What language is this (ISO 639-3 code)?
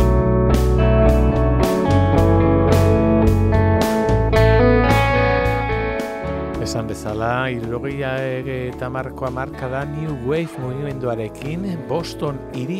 eus